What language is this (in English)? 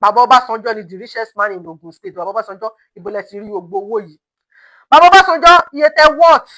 Yoruba